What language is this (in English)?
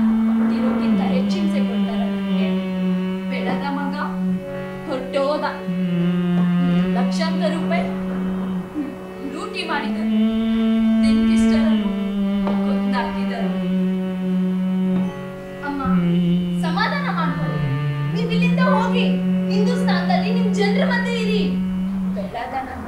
Kannada